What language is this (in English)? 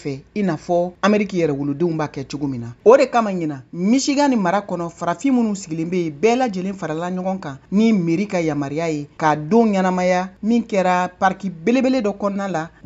Bambara